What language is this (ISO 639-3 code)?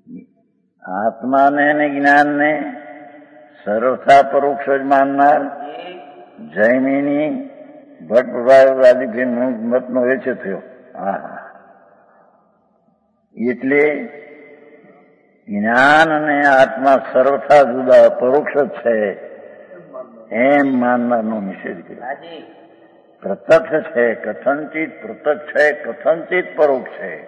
guj